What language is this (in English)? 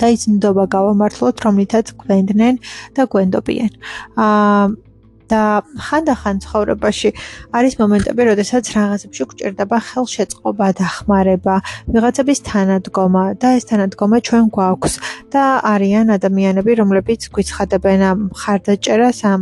Georgian